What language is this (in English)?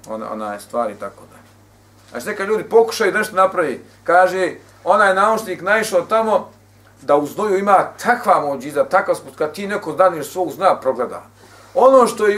Bosnian